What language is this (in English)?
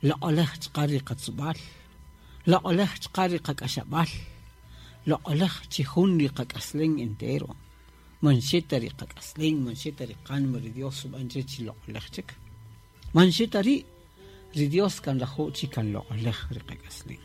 Kaqchikel